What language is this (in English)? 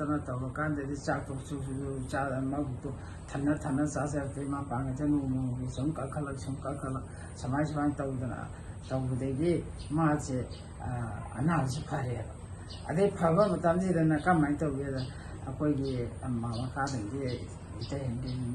Manipuri